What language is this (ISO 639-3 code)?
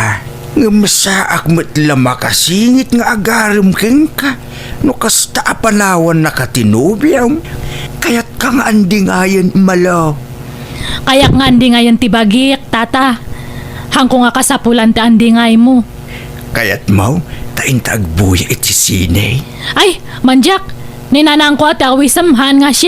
ilo